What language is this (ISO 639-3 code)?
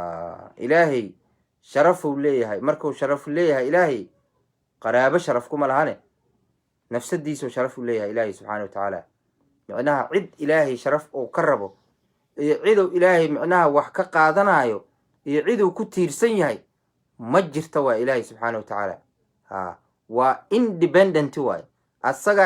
som